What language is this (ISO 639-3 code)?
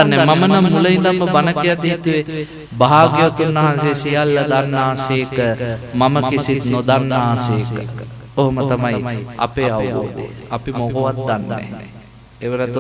sin